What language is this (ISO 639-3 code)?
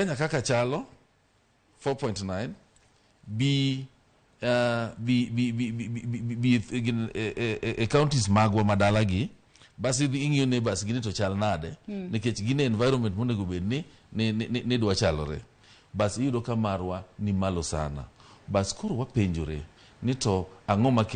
luo